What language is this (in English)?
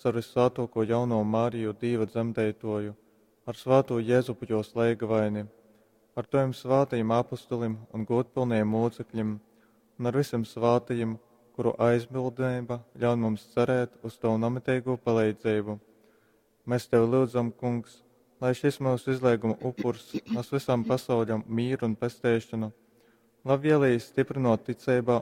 Latgalian